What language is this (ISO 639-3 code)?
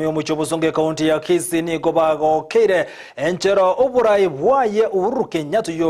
guz